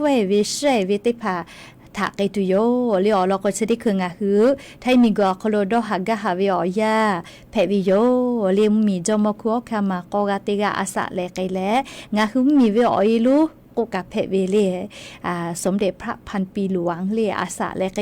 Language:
Lahu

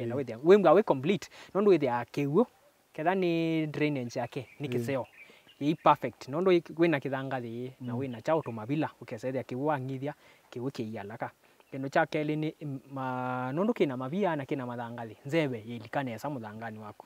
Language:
Kamba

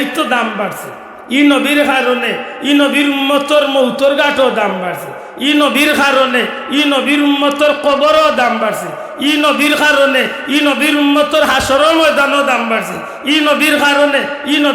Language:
Sylheti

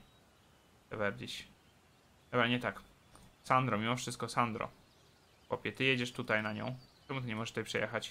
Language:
Polish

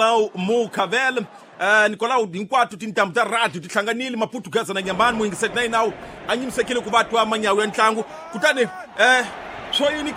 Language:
Tsonga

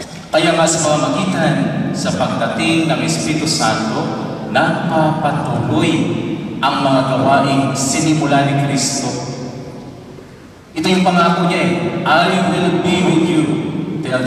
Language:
Filipino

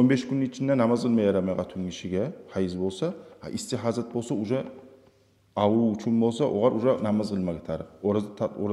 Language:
Kumyk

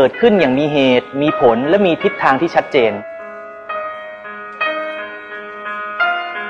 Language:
Thai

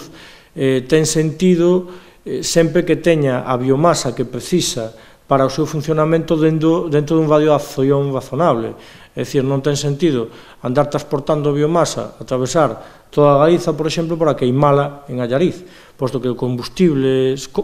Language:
Galician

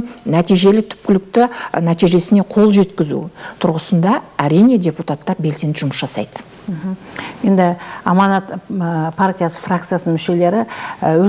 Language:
Kazakh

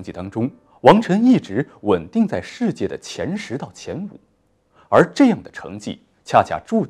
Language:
Chinese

